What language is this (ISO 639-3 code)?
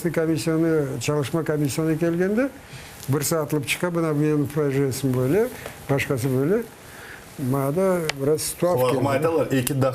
crh